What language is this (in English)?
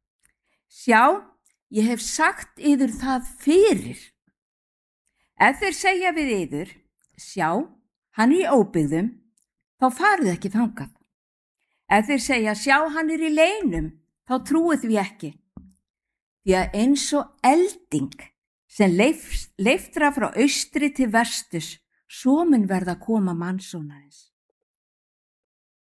Icelandic